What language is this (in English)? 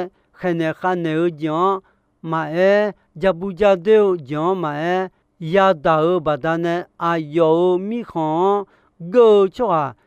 Akha